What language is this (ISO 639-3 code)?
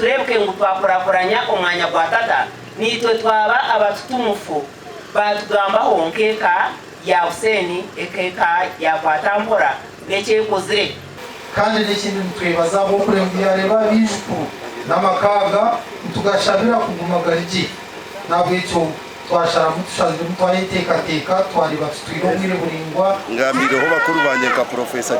nyn